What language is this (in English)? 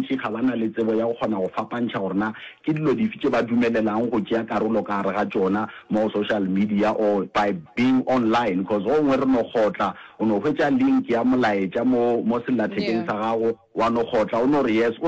Northern Sotho